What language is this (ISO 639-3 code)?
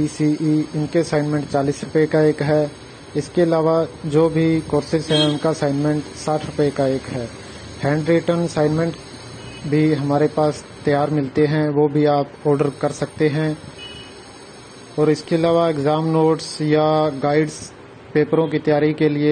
hin